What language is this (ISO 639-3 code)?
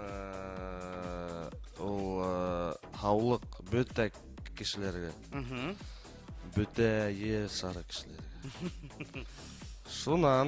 bak